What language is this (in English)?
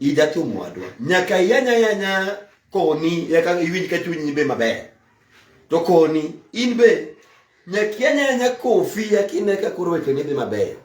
Luo (Kenya and Tanzania)